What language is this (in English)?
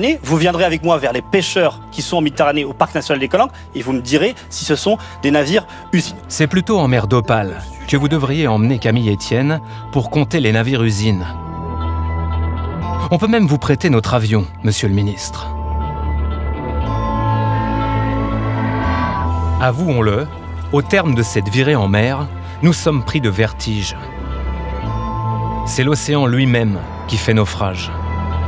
French